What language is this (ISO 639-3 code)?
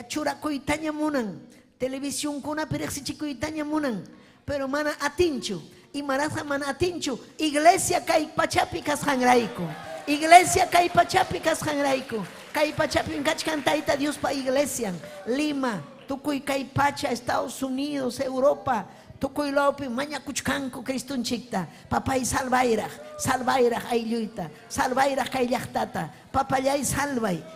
quy